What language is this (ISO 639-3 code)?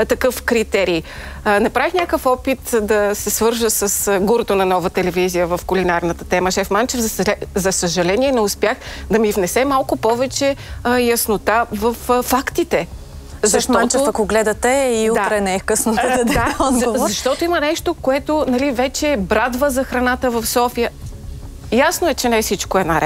bul